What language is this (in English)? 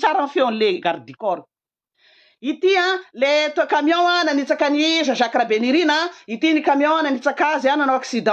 Malagasy